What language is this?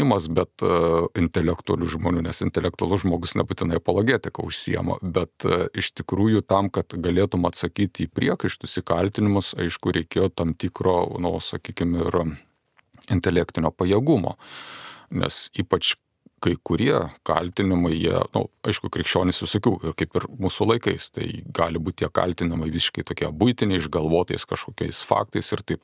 Lithuanian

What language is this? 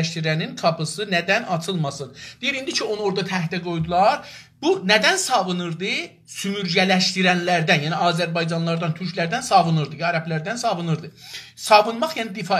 South Azerbaijani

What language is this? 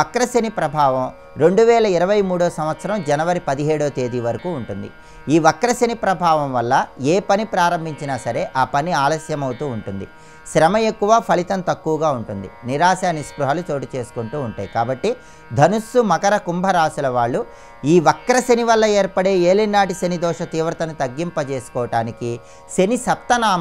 Telugu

